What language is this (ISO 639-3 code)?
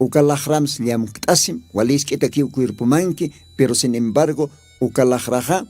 aym